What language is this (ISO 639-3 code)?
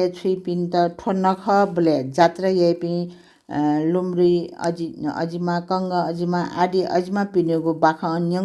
new